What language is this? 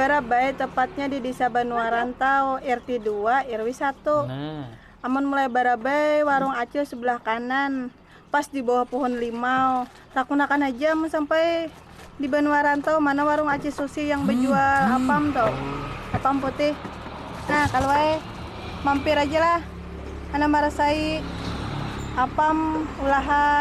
Banjar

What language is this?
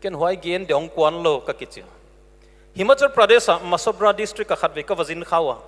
Paite Chin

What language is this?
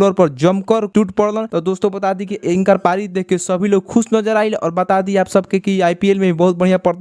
Bhojpuri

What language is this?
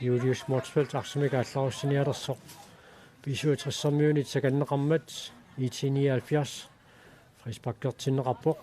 Kalaallisut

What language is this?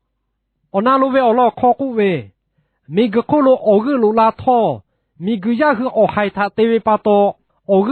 Lahu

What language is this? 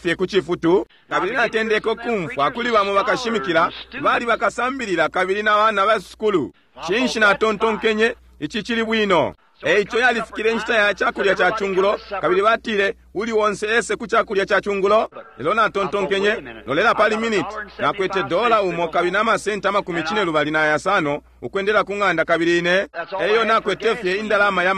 Bemba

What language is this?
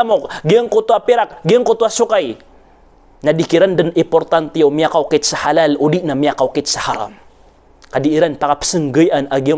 Maranao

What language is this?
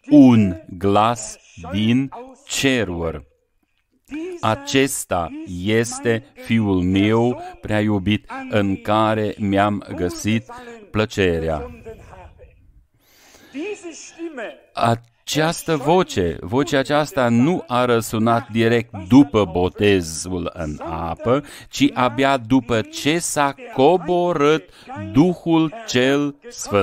Romanian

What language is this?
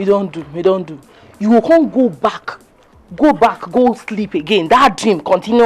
Nigerian Pidgin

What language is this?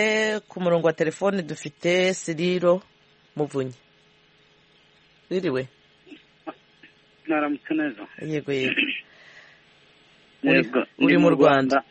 Kinyarwanda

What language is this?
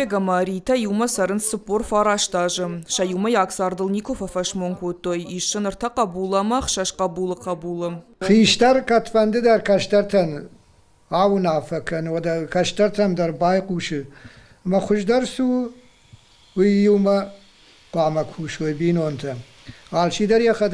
Ossetic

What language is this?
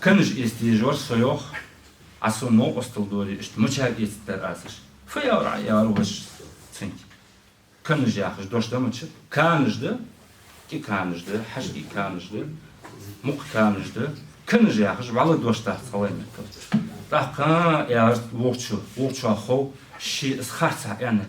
Ingush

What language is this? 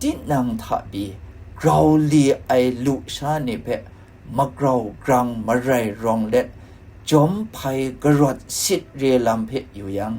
Kachin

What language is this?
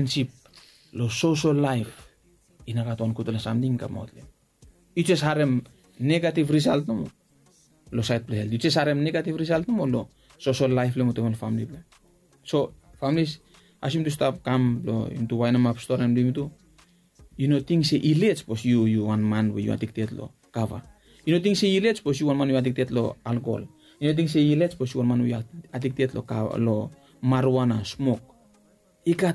Bislama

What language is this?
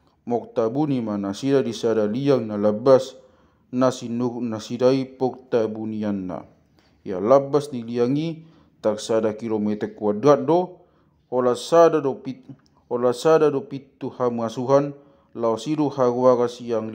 Batak Toba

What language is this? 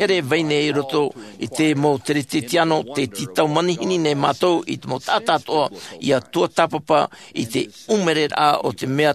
Tahitian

